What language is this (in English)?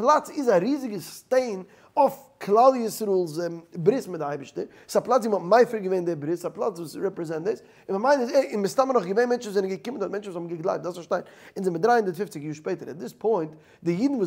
Yiddish